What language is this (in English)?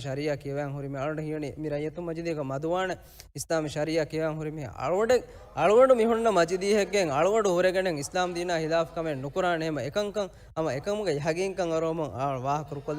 Divehi